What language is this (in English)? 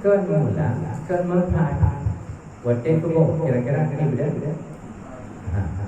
Achinese